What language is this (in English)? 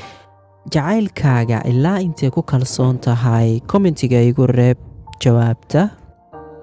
Somali